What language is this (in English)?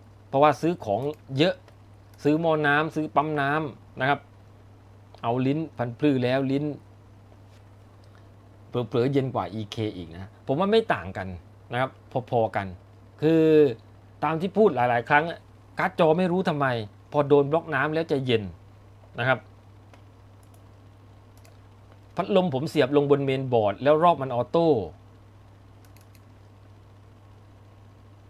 Thai